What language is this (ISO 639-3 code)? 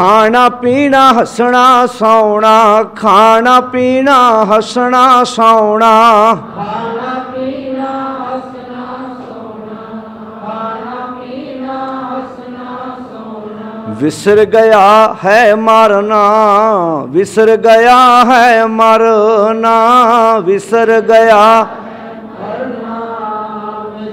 pan